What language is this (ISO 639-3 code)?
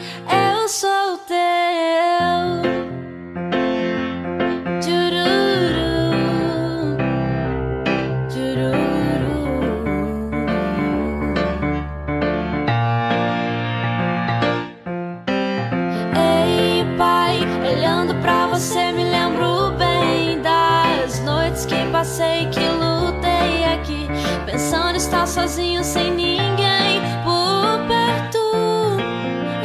por